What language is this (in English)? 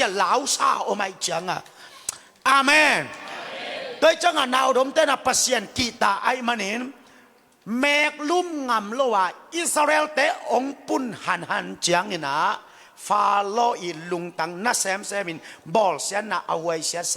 Tedim Chin